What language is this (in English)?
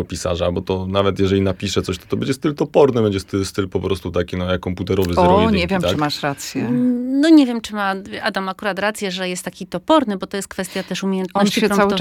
Polish